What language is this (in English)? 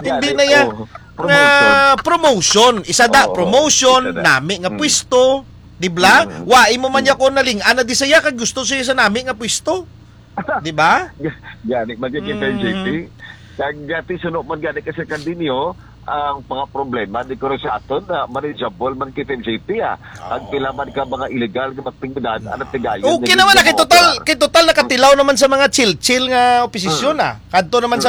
Hiligaynon